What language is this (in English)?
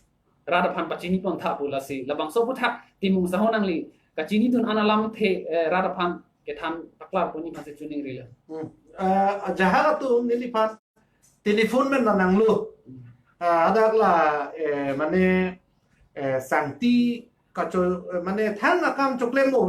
Karbi